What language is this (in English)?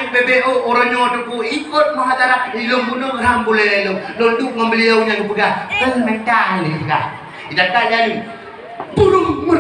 Achinese